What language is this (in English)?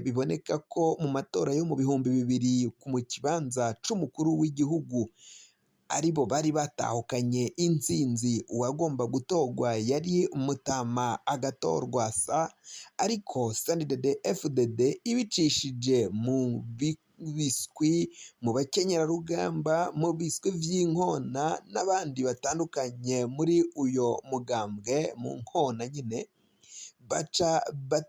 Rundi